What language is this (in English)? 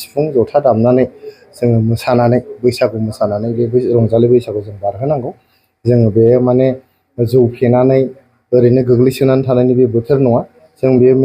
Bodo